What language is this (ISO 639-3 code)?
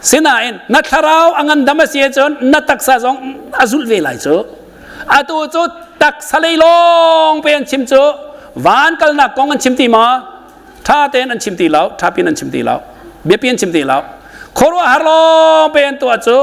cnh